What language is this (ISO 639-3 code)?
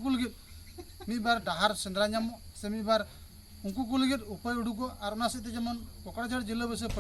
sat